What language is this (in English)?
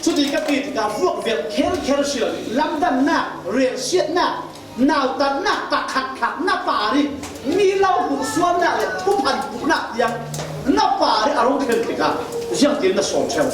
Falam Chin